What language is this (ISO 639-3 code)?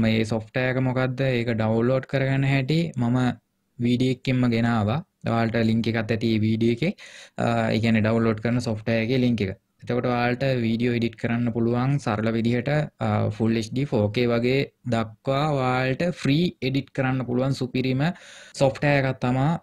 sin